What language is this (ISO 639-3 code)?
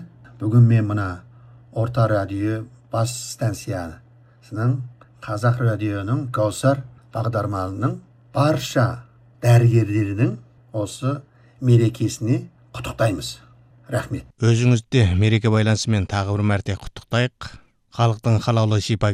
kaz